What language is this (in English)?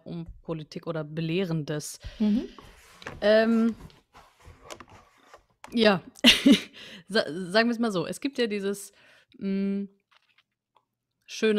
German